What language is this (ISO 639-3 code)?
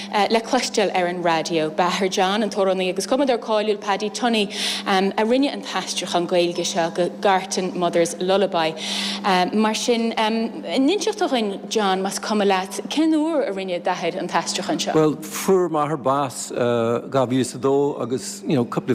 gle